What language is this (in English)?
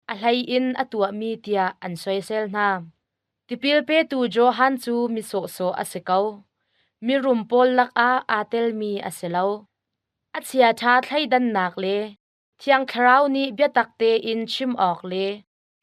Hakha Chin